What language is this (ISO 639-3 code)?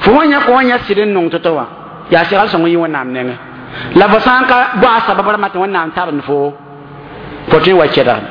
mos